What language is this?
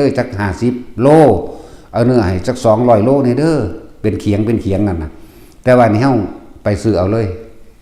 Northeastern Thai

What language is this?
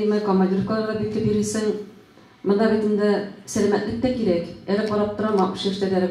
Tatar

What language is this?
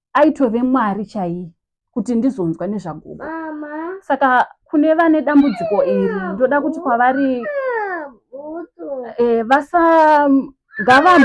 Shona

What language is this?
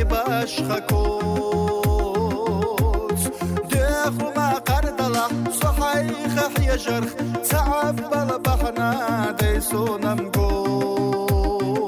Chechen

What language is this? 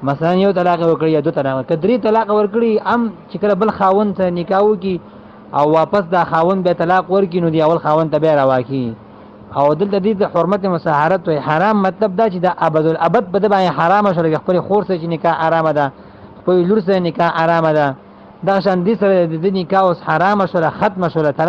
Pashto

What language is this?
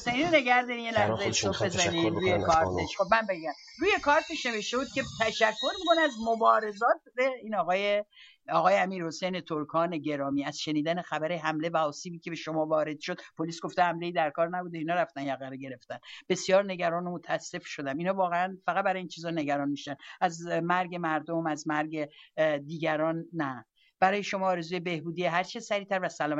Persian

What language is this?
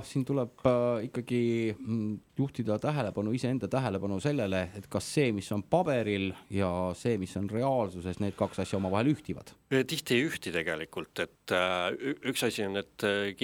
Estonian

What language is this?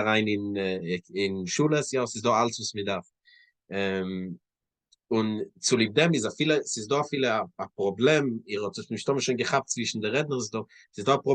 Yiddish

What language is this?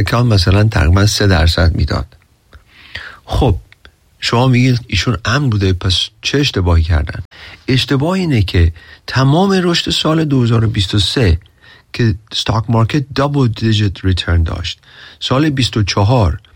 Persian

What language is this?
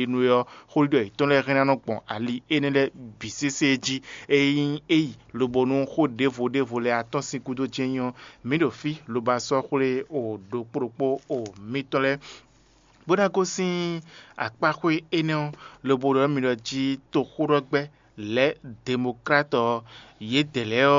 Fon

